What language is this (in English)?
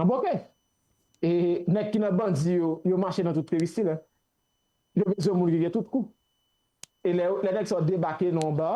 Haitian Creole